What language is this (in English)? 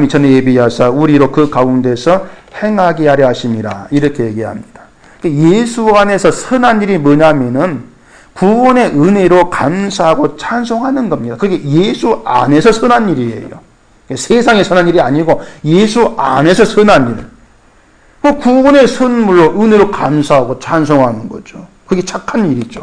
Korean